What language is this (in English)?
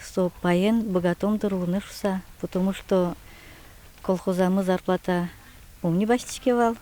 Udmurt